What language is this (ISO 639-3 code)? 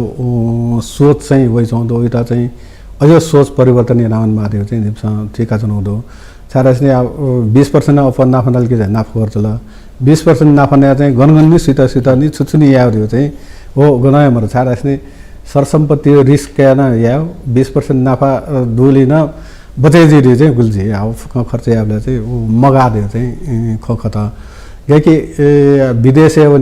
new